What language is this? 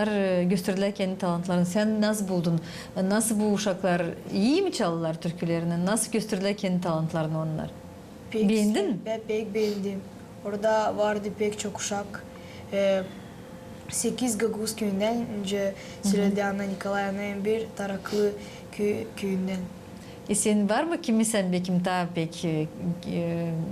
Gagauz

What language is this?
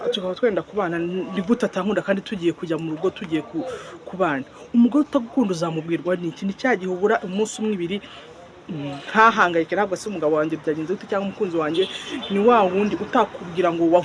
Kinyarwanda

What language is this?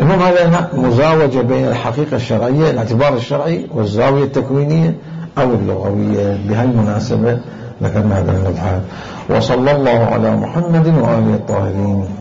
Mesopotamian Arabic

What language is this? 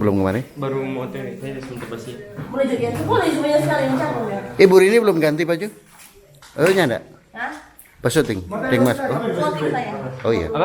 Manado Malay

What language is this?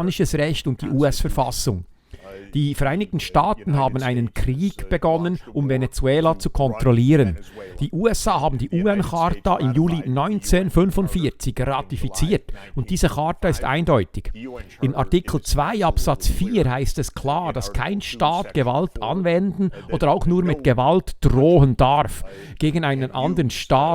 Swiss German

